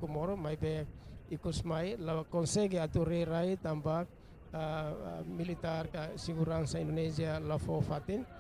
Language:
Tetum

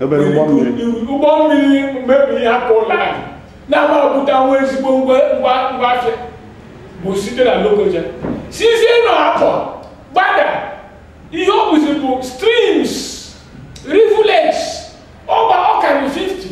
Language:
Igbo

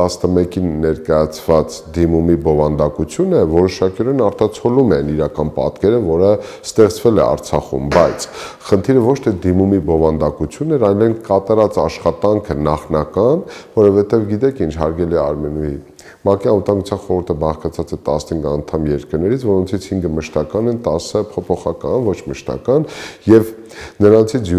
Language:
Armenian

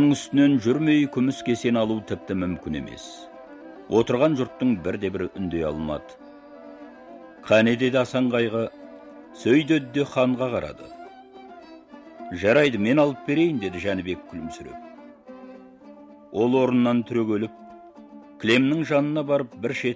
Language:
Kazakh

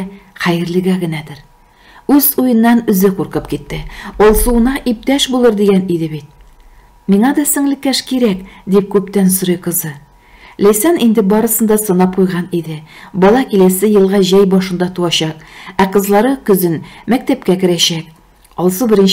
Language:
Tatar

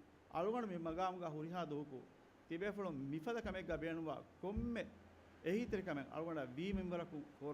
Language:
Divehi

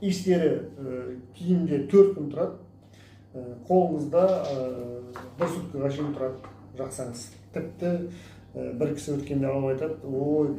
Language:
Kazakh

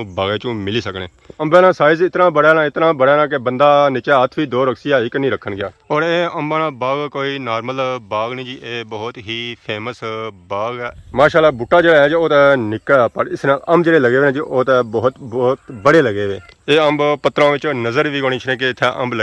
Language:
Pahari-Potwari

